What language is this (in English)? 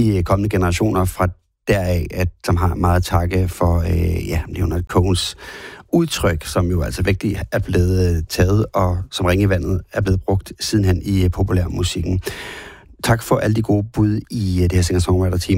Danish